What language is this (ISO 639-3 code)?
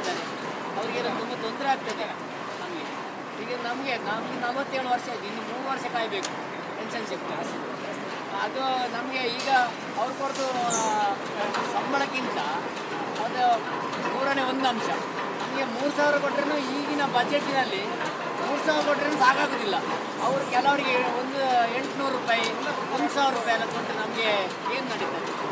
kan